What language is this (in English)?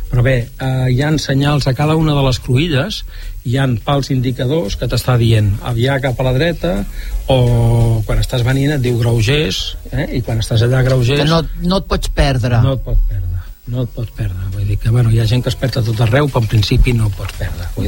Catalan